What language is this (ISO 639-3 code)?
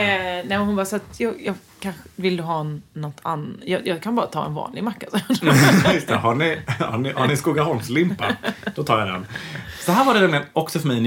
swe